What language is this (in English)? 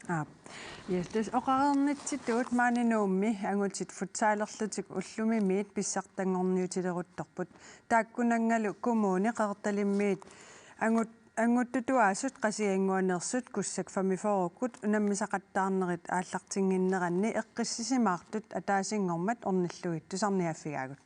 Kalaallisut